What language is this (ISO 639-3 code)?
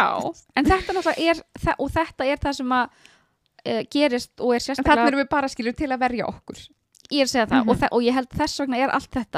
isl